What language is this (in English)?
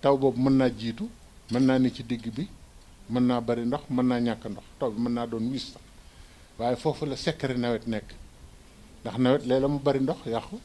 Wolof